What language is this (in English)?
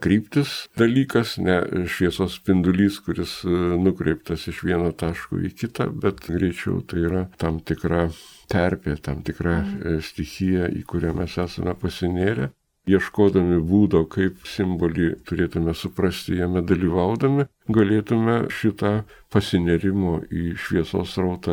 Lithuanian